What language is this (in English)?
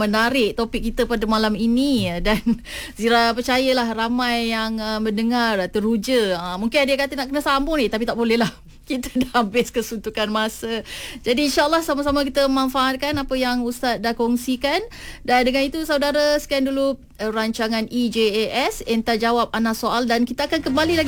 Malay